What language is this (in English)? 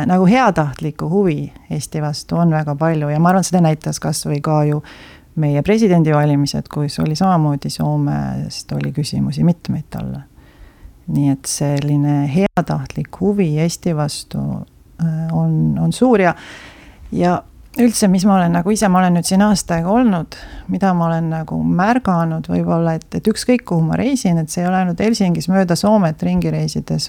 Estonian